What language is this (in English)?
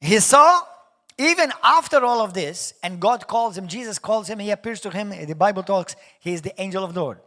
English